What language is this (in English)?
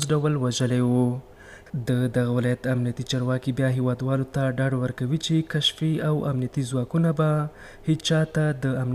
Pashto